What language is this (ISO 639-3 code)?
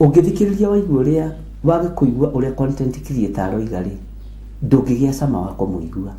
kik